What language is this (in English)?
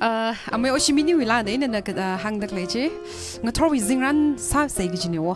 Tangkhul Naga (India)